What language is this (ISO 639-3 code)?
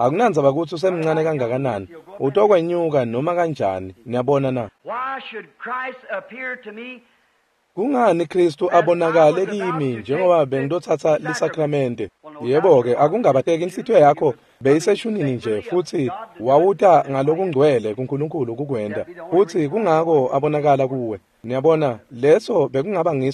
ssw